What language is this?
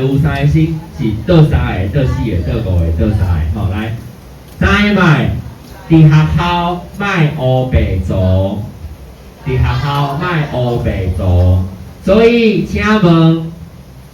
Min Nan Chinese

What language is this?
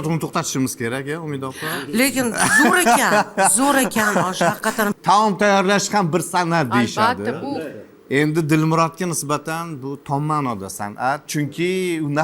Uzbek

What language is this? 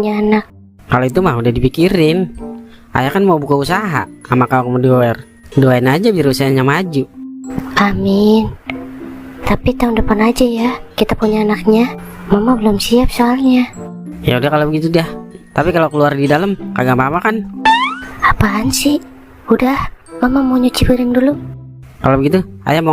Betawi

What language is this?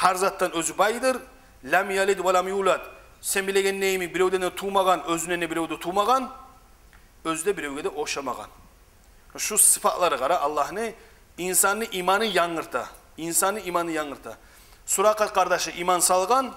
Kumyk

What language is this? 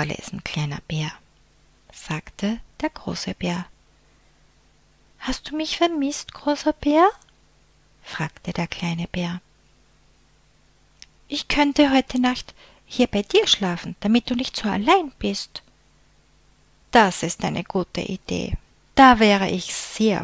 German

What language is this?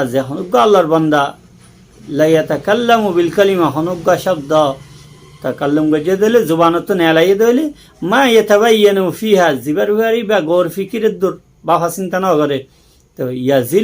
Rohingya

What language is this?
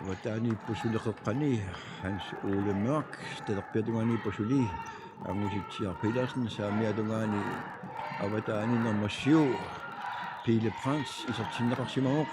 Kalaallisut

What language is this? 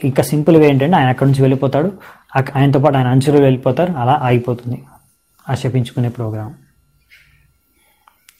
Telugu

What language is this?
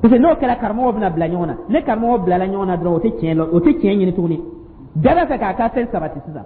Dyula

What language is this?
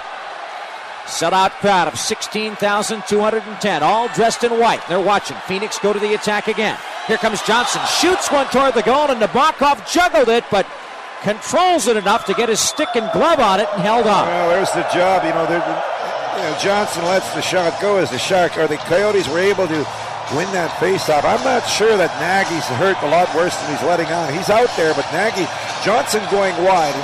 English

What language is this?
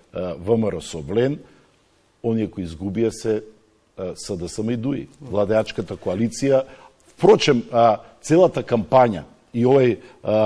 Macedonian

